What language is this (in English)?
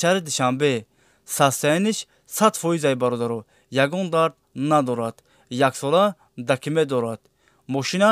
Tajik